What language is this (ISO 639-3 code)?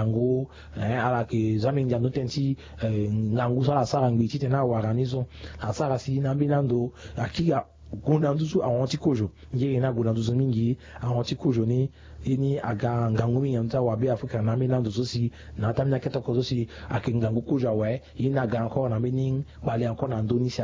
sag